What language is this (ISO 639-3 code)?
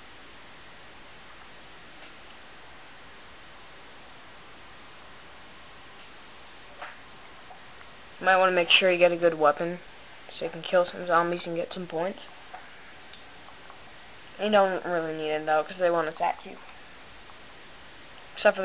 eng